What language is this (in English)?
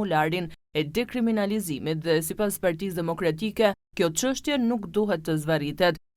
Albanian